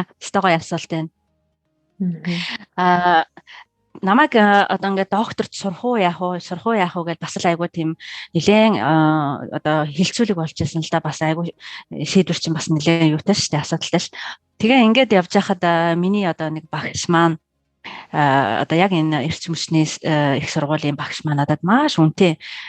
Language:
Mongolian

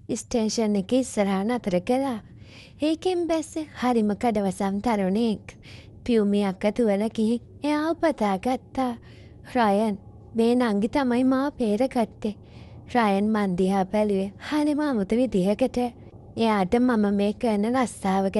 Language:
Sinhala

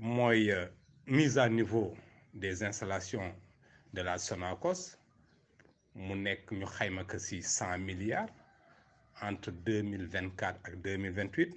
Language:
Wolof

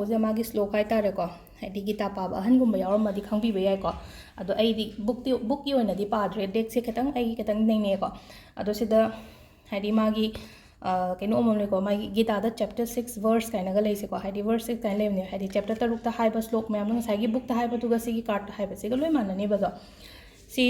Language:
Manipuri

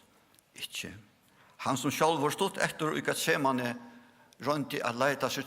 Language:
Faroese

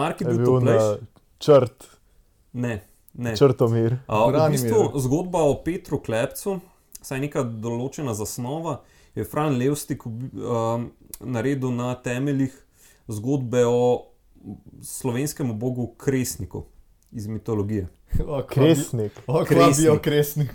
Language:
Slovenian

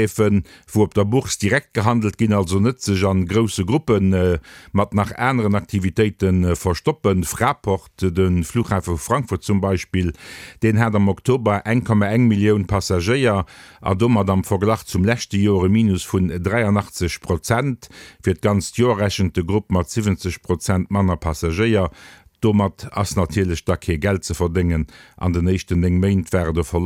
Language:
Luxembourgish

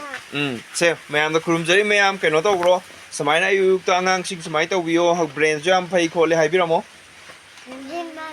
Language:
Manipuri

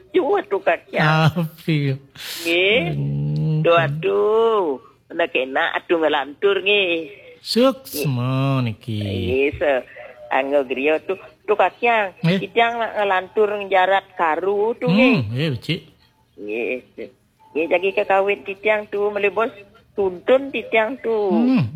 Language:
Balinese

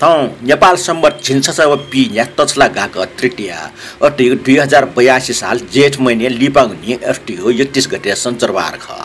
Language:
Newari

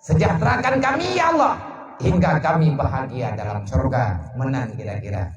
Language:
Achinese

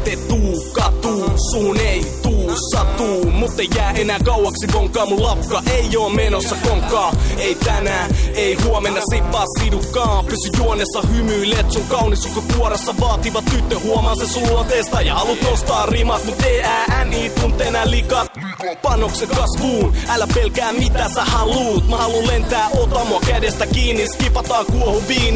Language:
Finnish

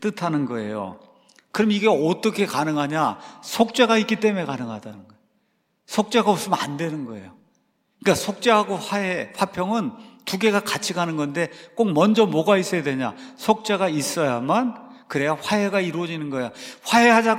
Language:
Korean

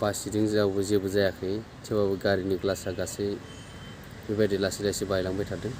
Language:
Bodo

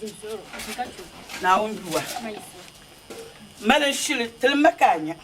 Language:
Dagbani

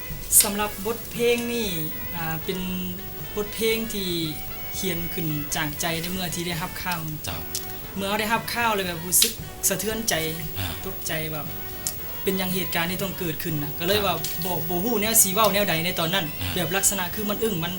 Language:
Lao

